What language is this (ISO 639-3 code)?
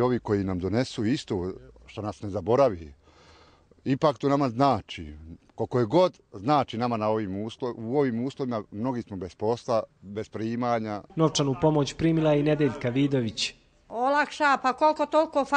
hrv